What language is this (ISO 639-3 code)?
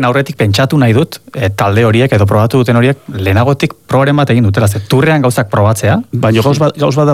eus